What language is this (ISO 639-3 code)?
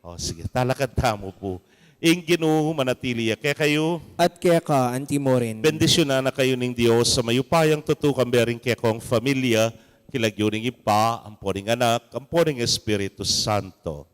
pam